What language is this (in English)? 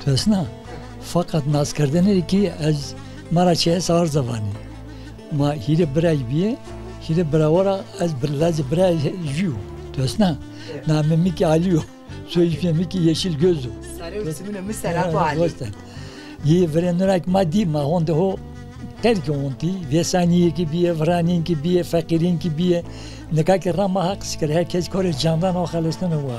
Zaza